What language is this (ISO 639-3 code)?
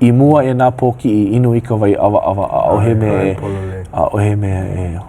haw